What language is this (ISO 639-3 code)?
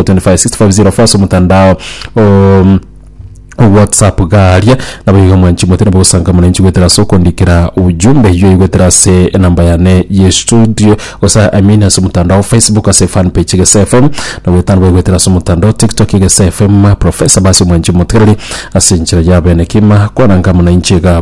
guz